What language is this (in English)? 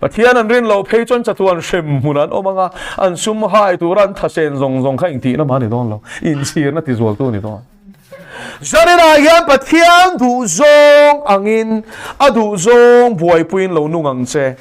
Mizo